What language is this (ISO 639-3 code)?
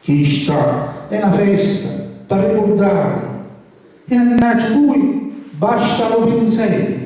scn